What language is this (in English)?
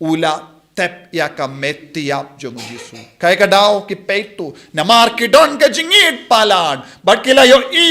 Khasi